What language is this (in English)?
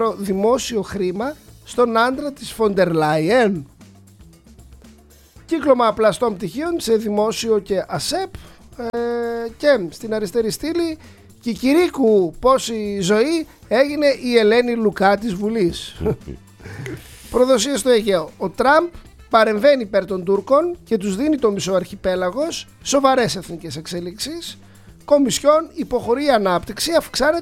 Greek